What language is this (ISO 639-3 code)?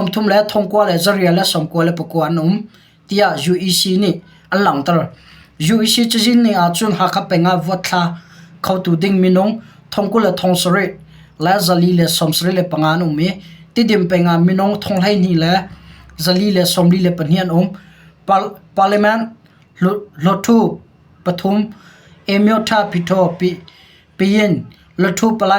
cnh